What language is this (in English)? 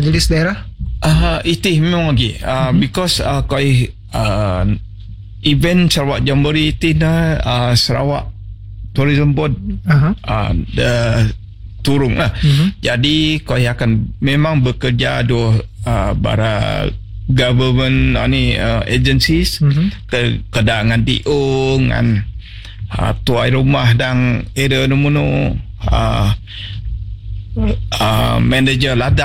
Malay